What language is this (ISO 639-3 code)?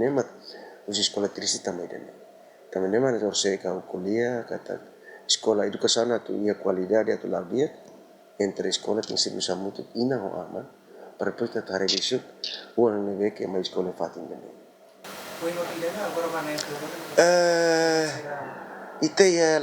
tet